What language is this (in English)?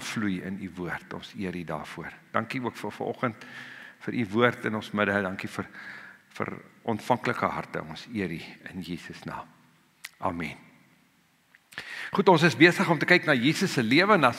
Afrikaans